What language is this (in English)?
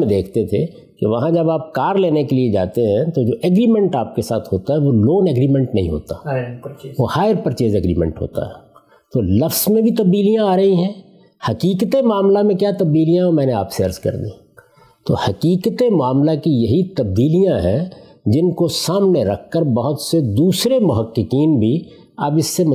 Urdu